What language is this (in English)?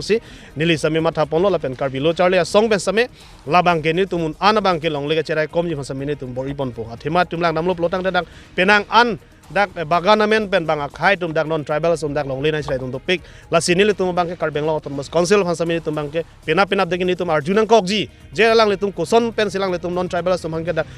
Karbi